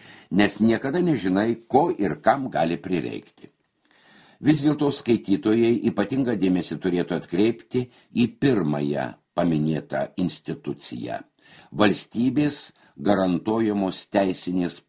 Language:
Lithuanian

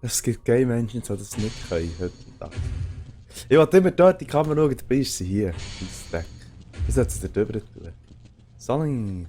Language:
Swiss German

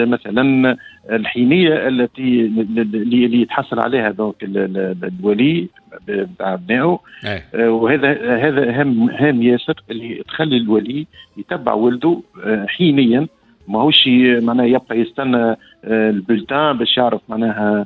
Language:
Tunisian Arabic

